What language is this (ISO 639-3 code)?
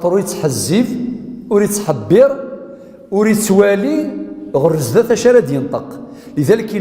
kab